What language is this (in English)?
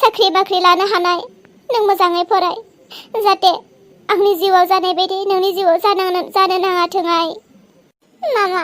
Bodo